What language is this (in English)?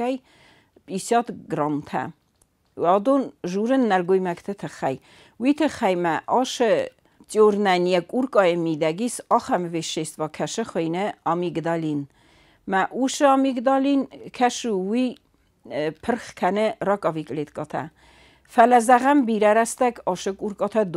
Ossetic